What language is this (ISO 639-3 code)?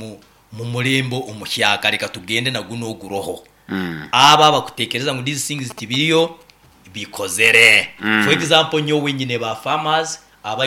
nyo